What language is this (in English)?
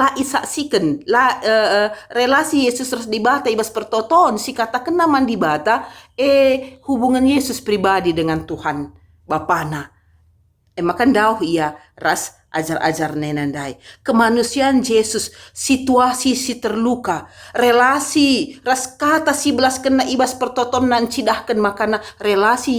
Batak Karo